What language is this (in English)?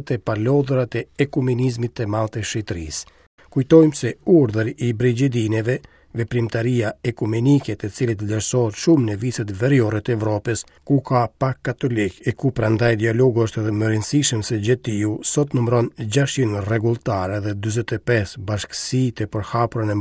Albanian